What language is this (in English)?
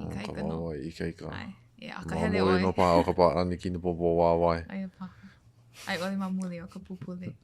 Hawaiian